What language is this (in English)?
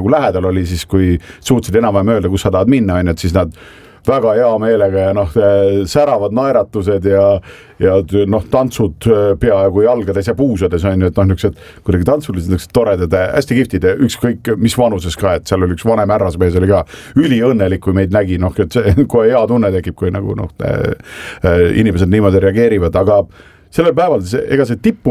Estonian